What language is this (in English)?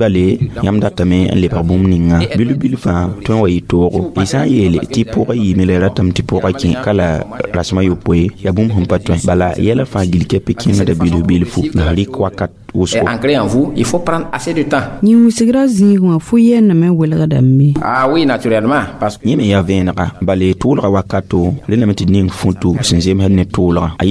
Mossi